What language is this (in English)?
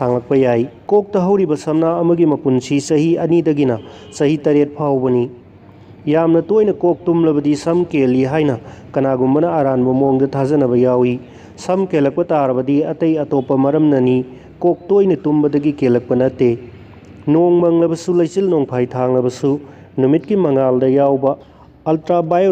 Manipuri